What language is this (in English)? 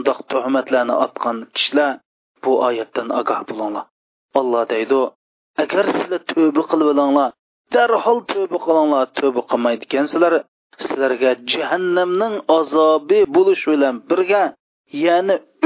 Uyghur